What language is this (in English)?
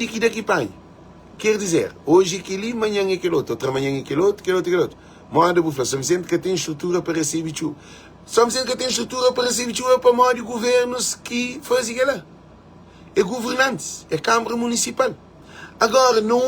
Kabuverdianu